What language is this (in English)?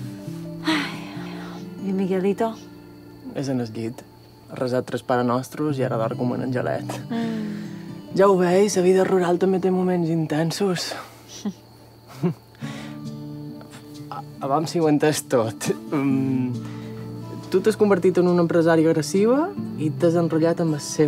Catalan